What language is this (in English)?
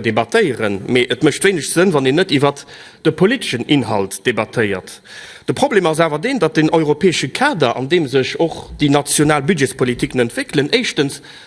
Luxembourgish